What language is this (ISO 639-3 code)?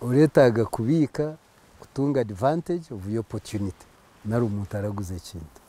nyn